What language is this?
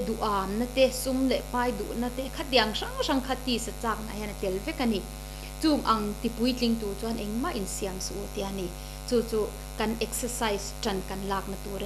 Mizo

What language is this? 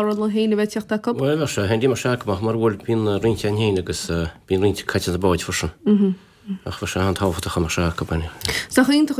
Irish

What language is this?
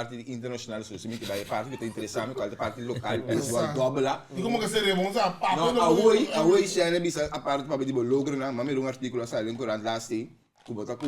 Papiamento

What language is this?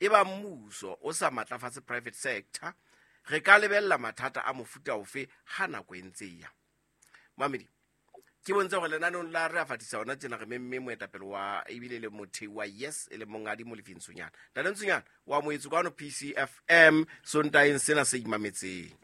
Southern Sotho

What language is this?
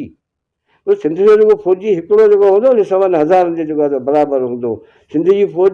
Sindhi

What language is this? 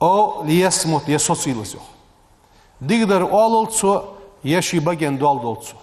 Ingush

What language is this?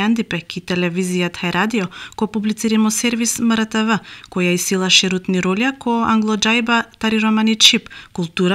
Macedonian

